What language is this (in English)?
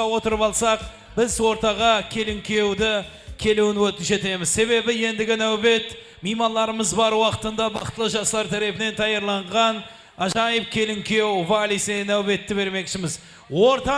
Kara-Kalpak